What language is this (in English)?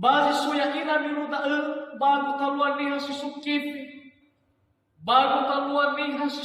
Nias